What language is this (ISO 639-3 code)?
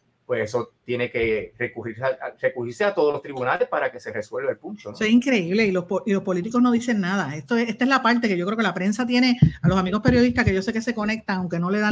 spa